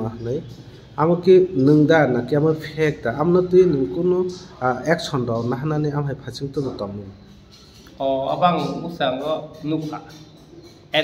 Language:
Kok Borok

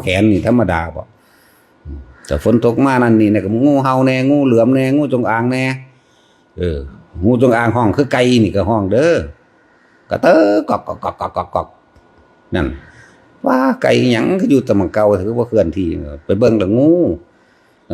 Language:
Northeastern Thai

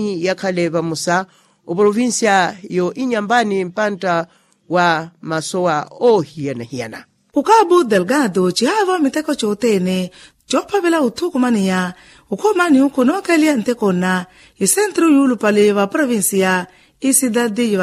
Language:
Makhuwa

